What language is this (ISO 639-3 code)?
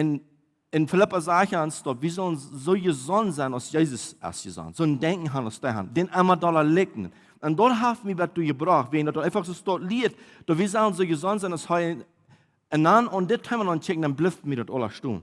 pdt